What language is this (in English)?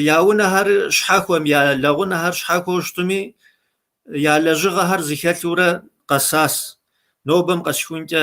Kabardian